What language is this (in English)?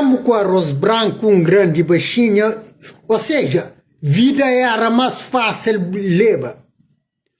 Kabuverdianu